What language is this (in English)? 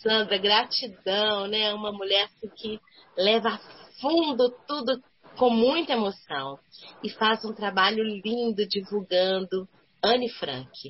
Portuguese